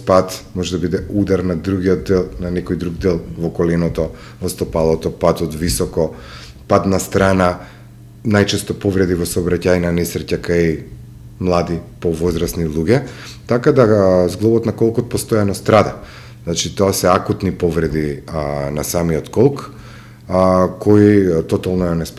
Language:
Macedonian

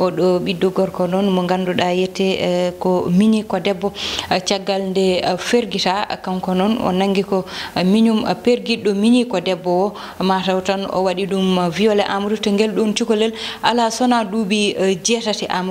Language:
Fula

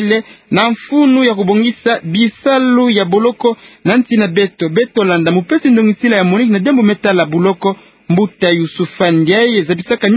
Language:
Kituba (Democratic Republic of Congo)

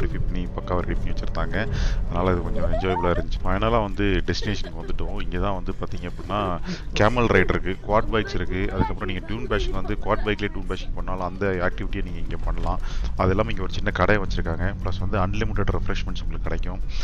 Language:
Tamil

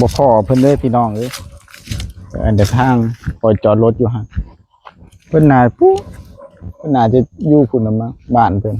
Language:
Lao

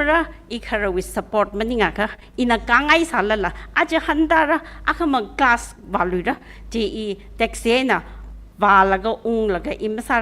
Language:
Tangkhul Naga (India)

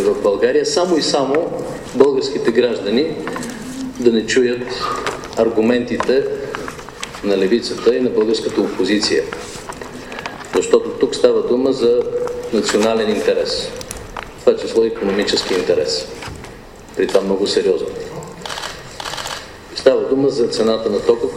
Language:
Bulgarian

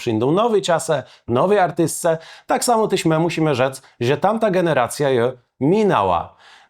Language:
Kashubian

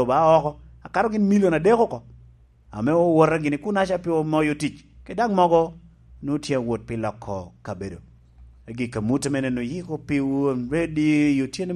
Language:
Lango (Uganda)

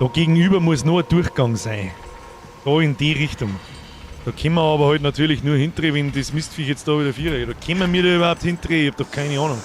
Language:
Bavarian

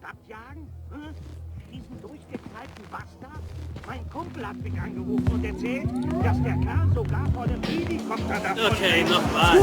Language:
Bavarian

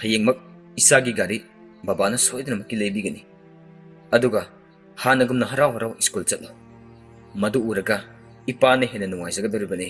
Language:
Manipuri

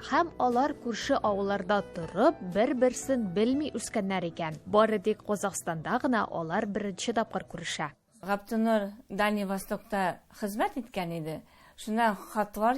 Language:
Tatar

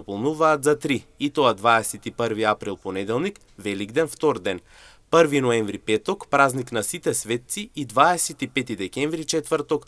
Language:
Macedonian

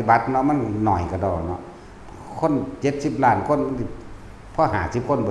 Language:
Northeastern Thai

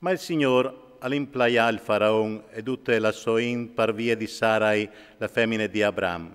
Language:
Friulian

